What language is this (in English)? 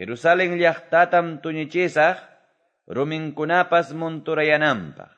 Quechua